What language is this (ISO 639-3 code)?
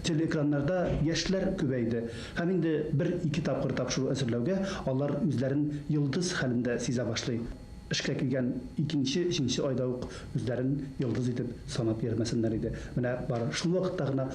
tat